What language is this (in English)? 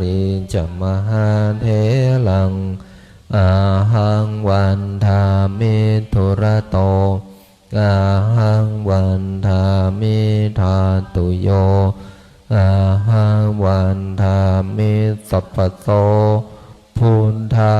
Pali